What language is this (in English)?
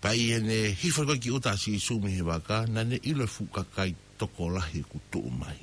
Tongan